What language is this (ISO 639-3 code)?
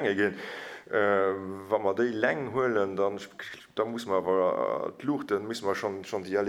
ltz